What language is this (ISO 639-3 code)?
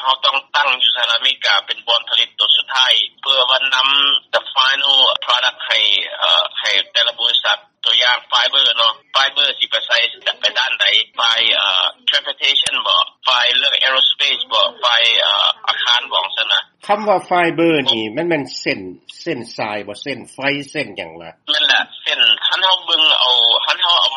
lao